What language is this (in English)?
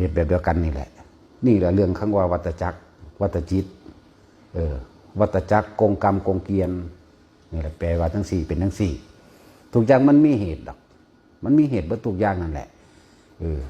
Northeastern Thai